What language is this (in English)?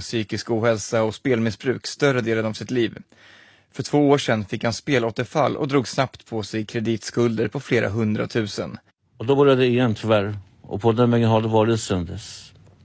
Swedish